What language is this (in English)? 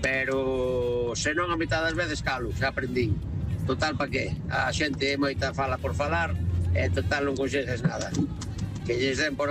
Galician